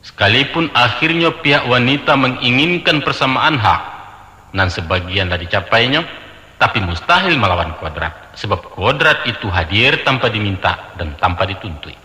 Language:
Minangkabau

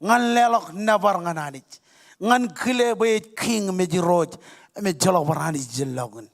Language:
Marshallese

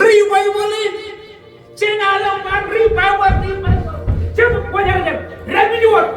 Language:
Marshallese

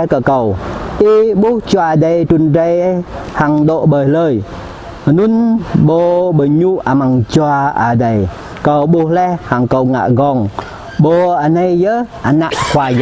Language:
Jarai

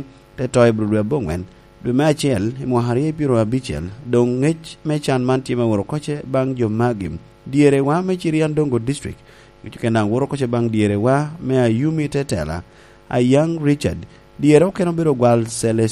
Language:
Lango (Uganda)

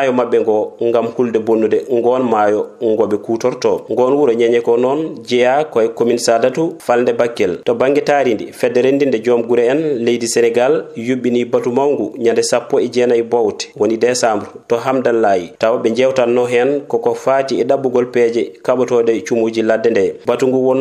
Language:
Fula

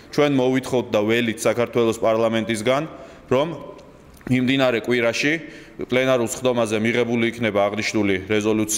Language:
Georgian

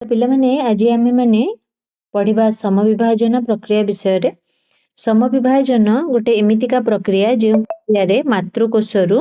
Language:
Odia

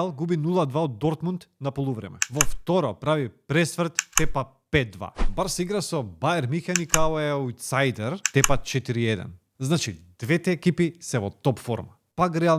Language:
Macedonian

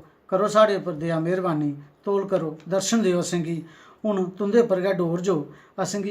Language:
Dogri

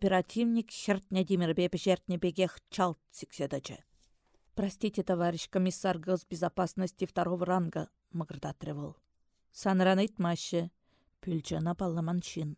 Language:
Chuvash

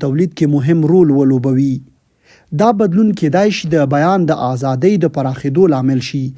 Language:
Pashto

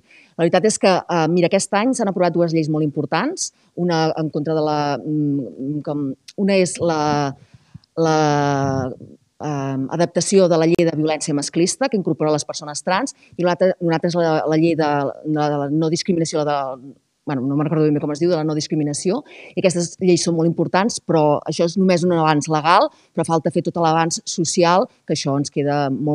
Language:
Catalan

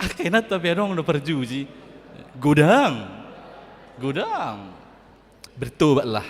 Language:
Batak Toba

